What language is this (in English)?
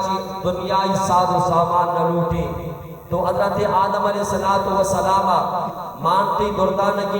Baluchi